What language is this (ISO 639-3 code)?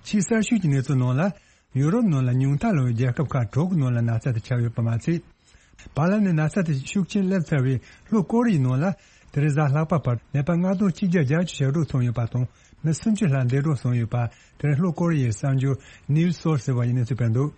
bod